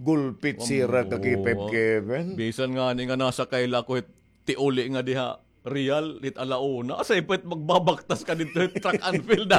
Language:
Waray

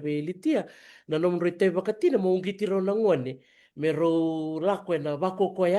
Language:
Fijian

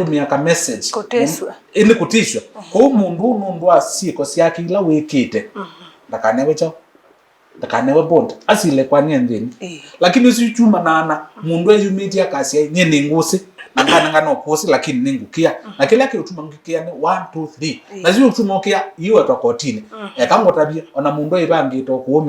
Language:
Kamba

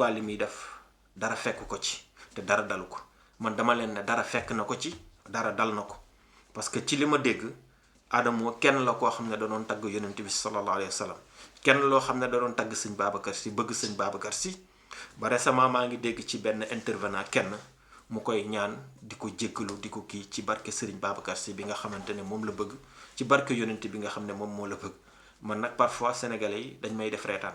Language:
Wolof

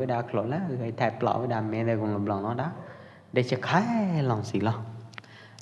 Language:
Pwo Eastern Karen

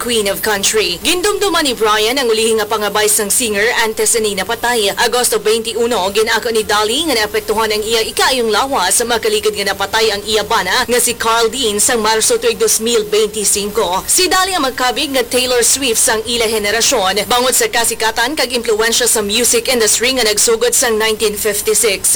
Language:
Hiligaynon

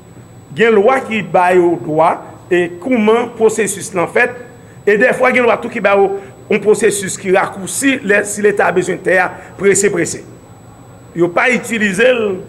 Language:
Haitian Creole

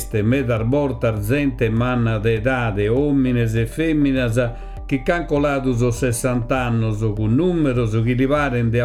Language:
Sardinian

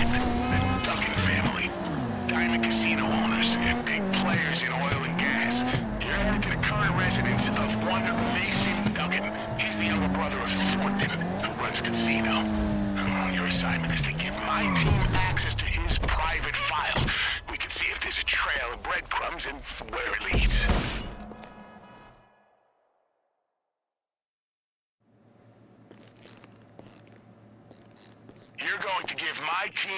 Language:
English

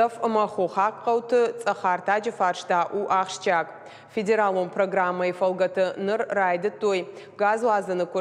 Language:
Ossetic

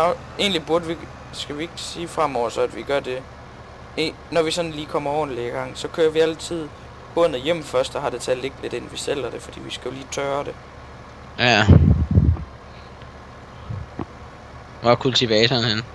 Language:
Danish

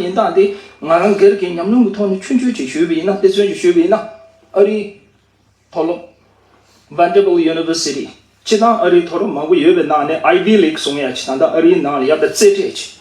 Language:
Tibetan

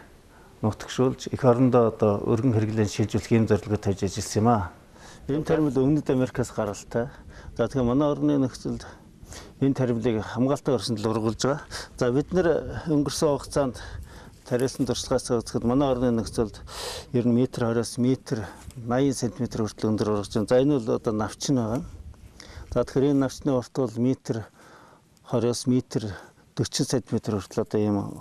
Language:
Mongolian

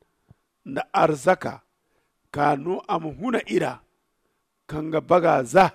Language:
Zarma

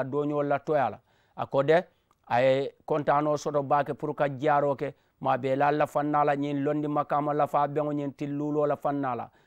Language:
Mandingo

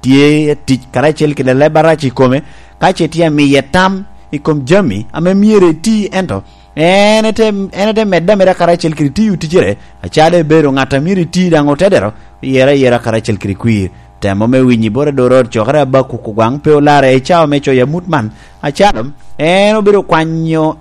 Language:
Lango (Uganda)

